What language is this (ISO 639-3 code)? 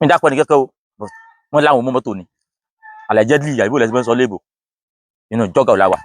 yor